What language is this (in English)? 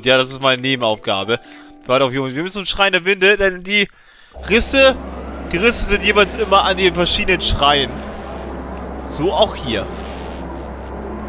German